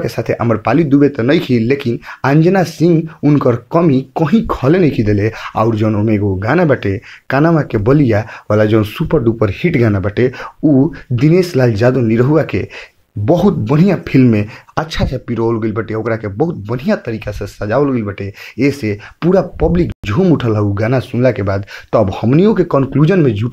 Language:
Bhojpuri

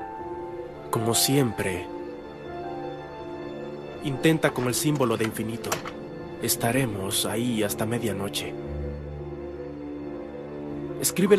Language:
Spanish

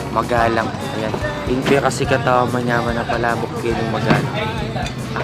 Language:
Pampanga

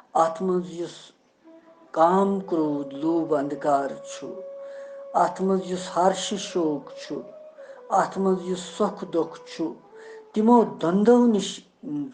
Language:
Kashmiri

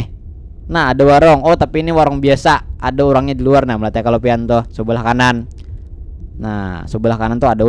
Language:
Banjar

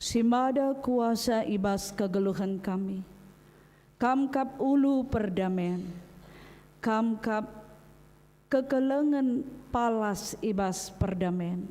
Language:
Batak Karo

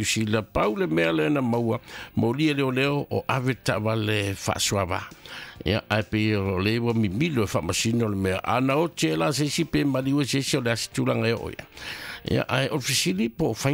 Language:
Samoan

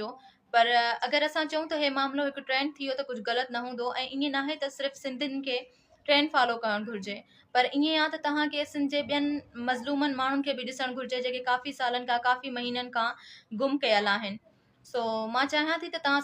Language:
Sindhi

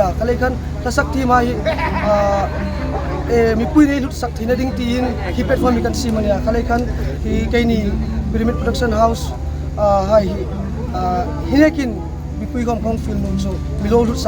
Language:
Hmar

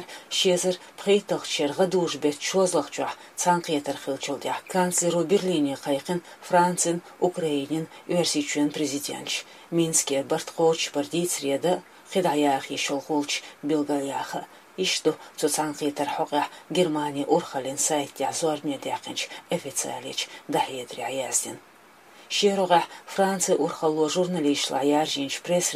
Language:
Chechen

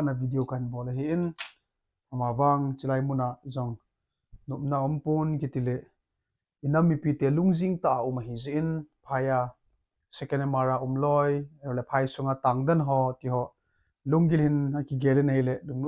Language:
Thado Chin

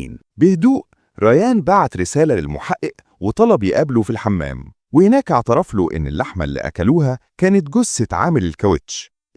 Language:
Egyptian Arabic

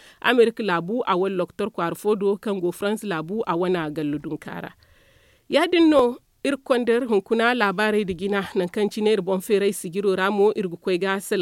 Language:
Zarma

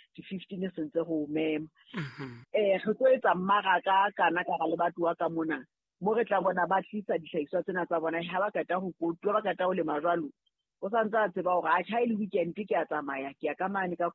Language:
Southern Sotho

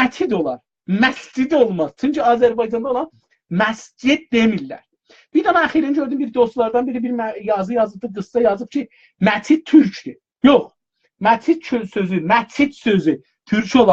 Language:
South Azerbaijani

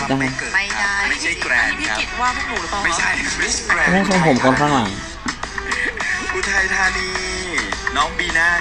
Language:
Thai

